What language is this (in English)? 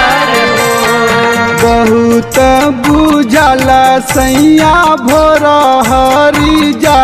Bhojpuri